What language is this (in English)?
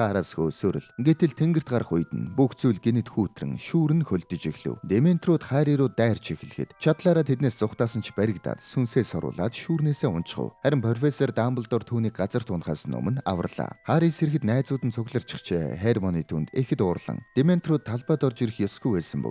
Mongolian